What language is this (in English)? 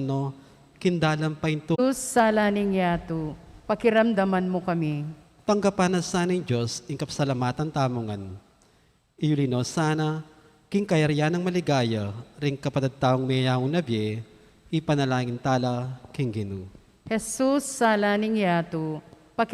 Pampanga